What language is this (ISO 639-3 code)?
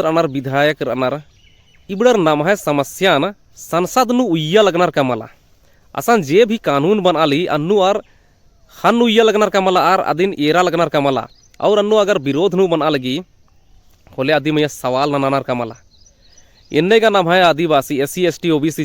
kru